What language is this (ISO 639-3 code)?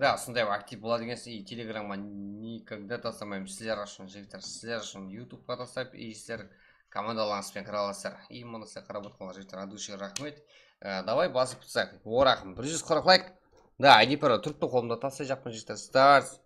kaa